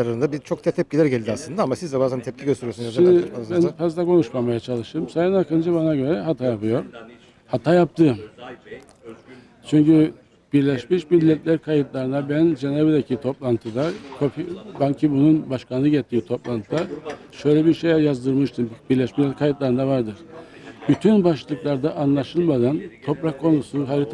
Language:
Turkish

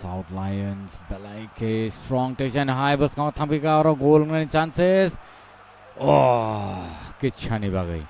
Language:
Kok Borok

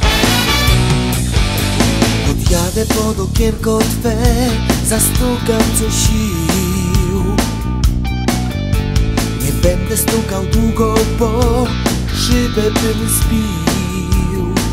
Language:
Polish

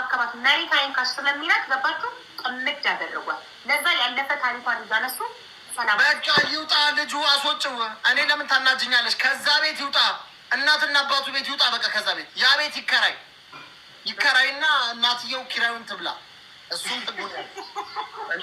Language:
Amharic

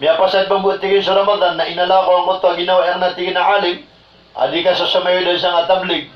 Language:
Maranao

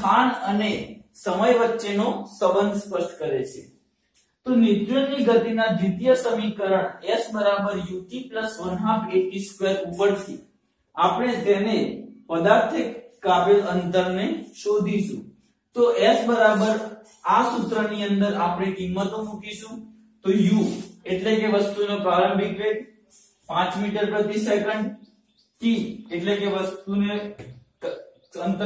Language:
Gujarati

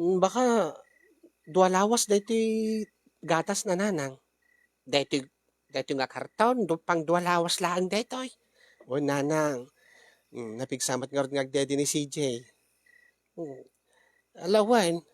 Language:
Iloko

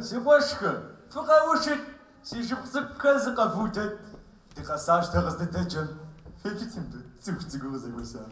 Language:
Kabardian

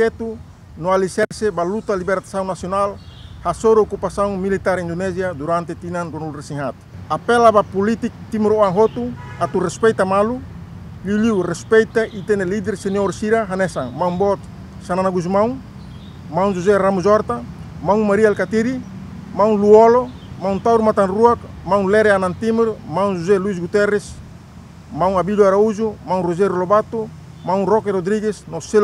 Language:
Tetum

